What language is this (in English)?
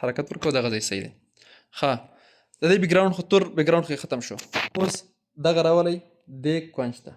Pashto